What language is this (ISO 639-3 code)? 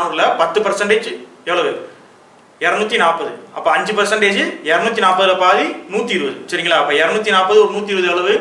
tam